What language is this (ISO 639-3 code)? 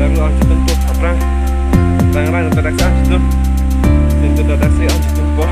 mjw